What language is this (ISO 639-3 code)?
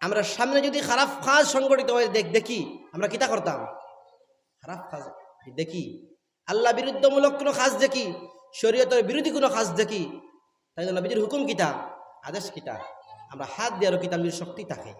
syl